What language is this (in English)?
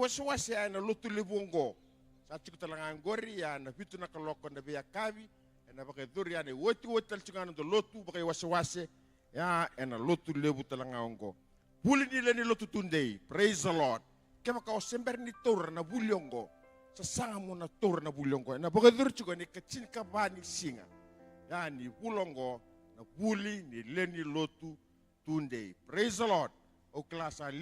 Fijian